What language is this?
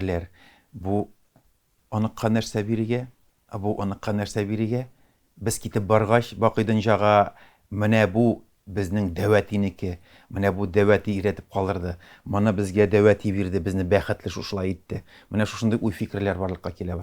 Tatar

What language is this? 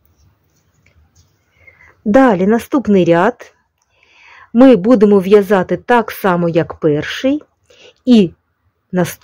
Ukrainian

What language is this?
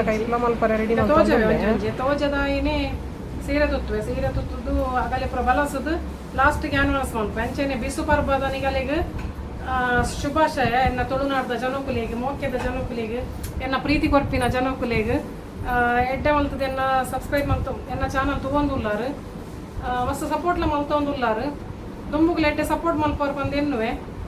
Tulu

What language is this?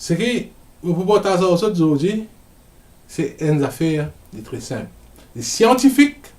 Morisyen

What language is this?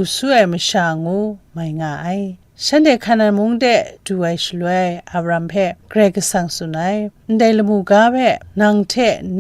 Kachin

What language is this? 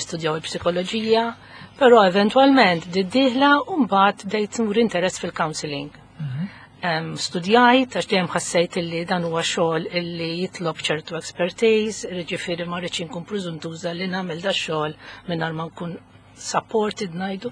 Maltese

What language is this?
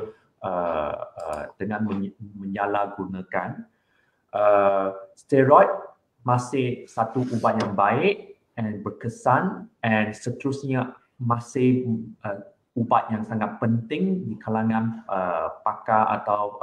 Malay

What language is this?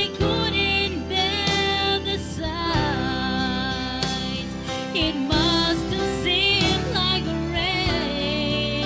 Gilbertese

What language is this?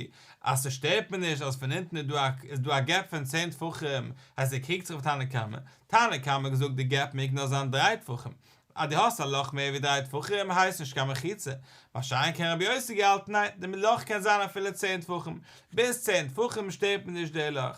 Yiddish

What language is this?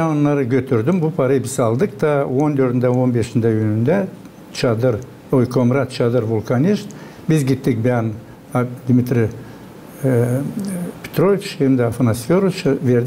Gagauz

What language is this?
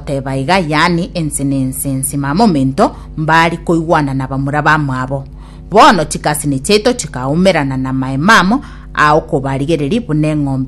Gusii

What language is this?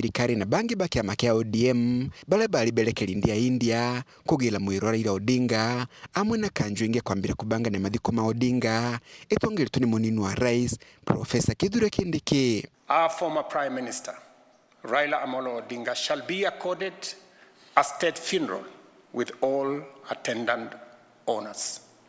Meru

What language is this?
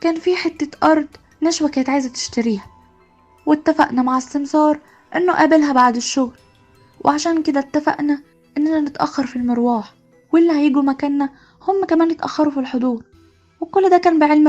Egyptian Arabic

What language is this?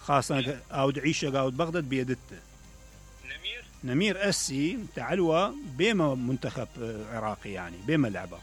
Mesopotamian Arabic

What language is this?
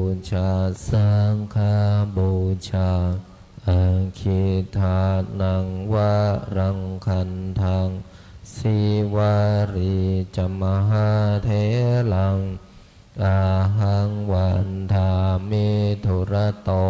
Pali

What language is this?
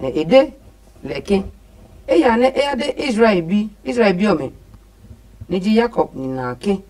Adangme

